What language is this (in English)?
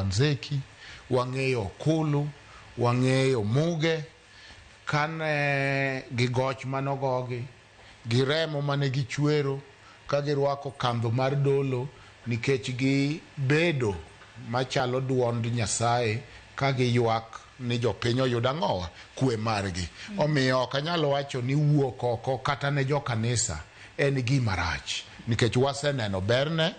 Luo (Kenya and Tanzania)